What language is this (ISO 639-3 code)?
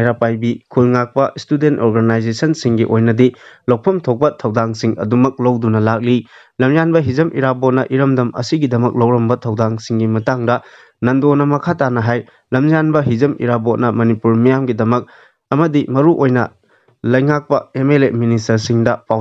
mni